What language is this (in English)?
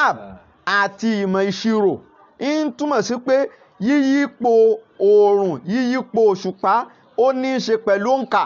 Yoruba